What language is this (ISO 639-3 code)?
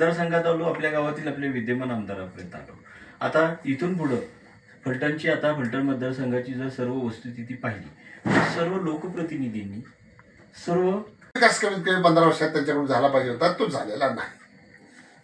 mar